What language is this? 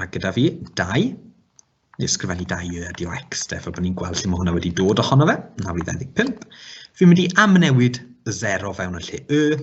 Welsh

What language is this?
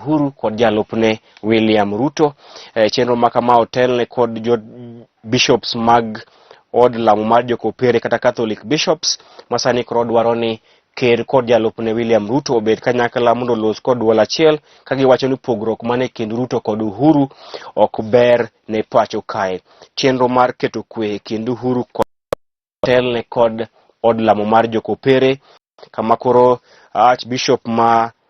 Luo (Kenya and Tanzania)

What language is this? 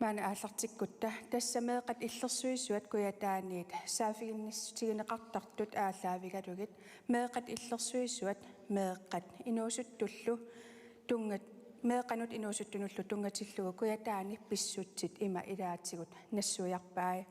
Kalaallisut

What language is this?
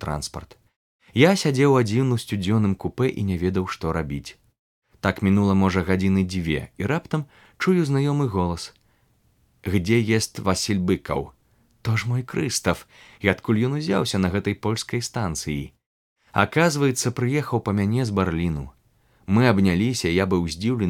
Belarusian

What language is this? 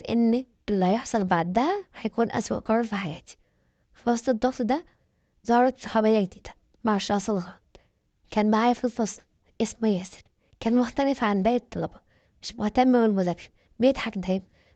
Egyptian Arabic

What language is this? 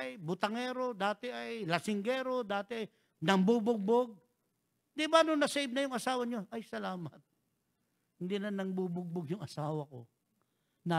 Filipino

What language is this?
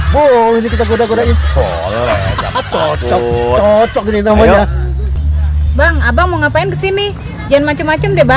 Betawi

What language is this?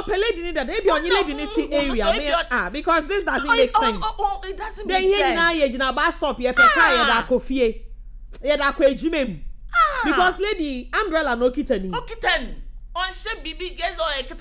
Akan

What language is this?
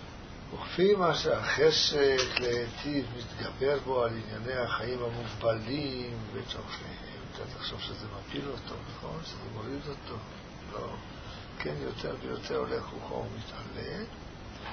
Hebrew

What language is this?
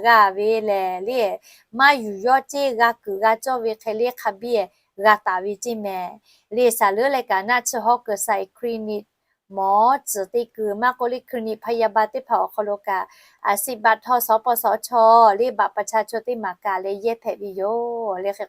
Lahu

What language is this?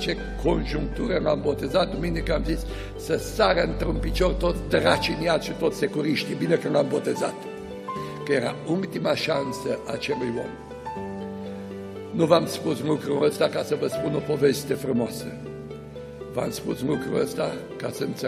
Romanian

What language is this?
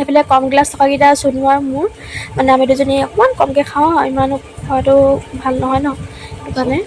Assamese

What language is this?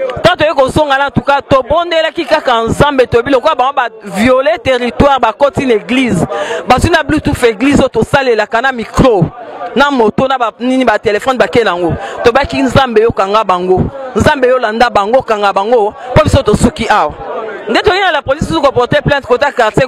Lingala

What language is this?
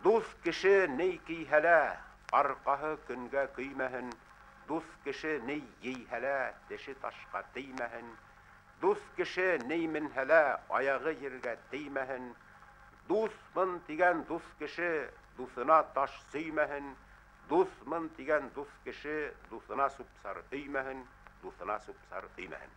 Bashkir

